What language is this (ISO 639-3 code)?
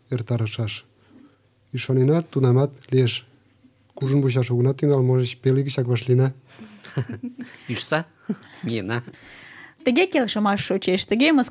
chm